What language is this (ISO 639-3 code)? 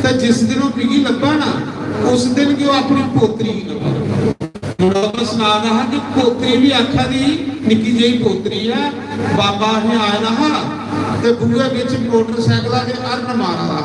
doi